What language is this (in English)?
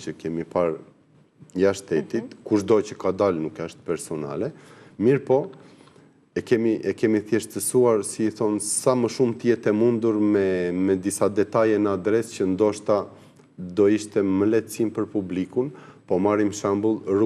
Albanian